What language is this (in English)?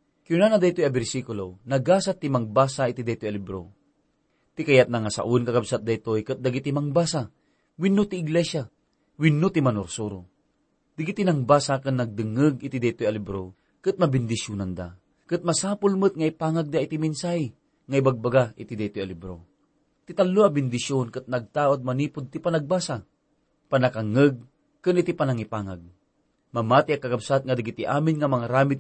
Iloko